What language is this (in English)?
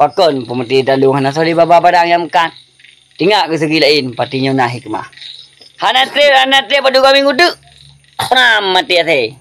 Achinese